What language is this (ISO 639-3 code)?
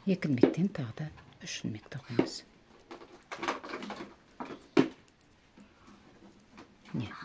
kaz